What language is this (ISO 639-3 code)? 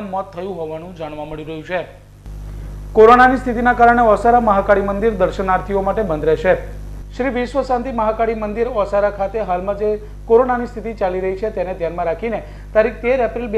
guj